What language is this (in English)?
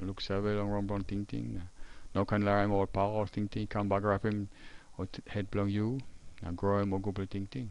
Tok Pisin